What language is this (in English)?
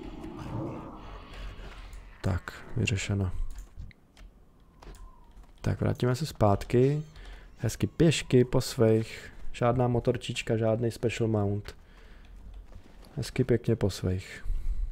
Czech